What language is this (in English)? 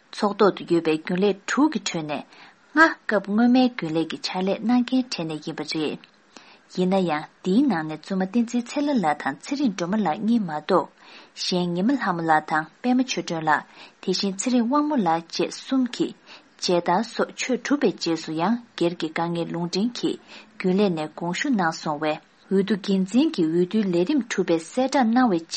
Tibetan